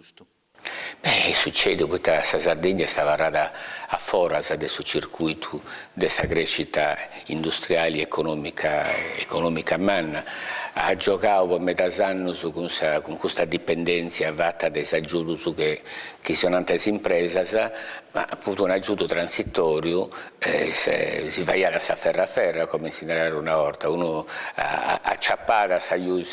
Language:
Sardinian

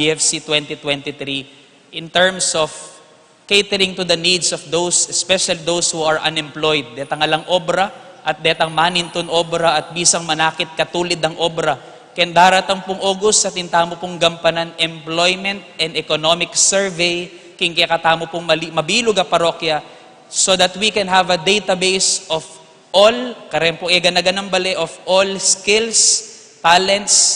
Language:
Pampanga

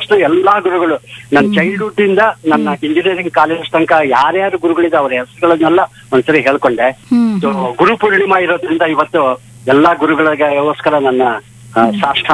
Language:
Kannada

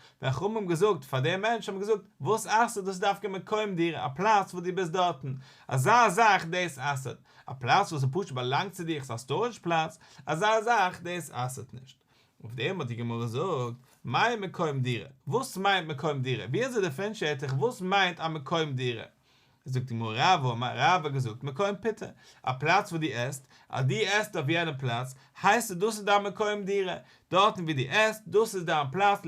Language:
Yiddish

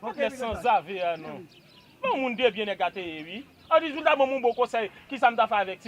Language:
Haitian Creole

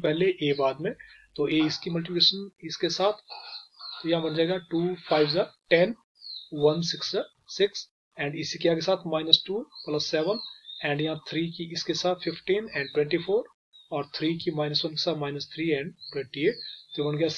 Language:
Hindi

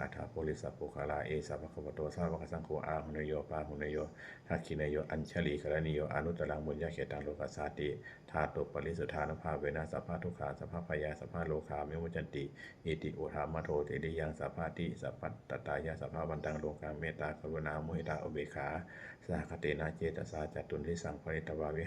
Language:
Pali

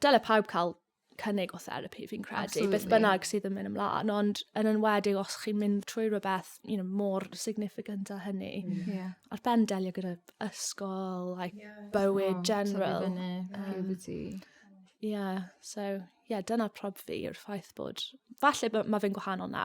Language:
Welsh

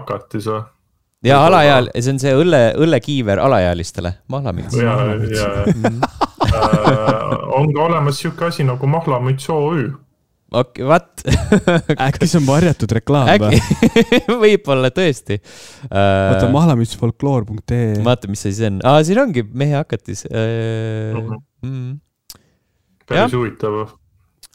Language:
Estonian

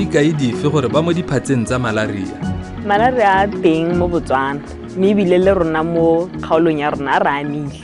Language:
Tswana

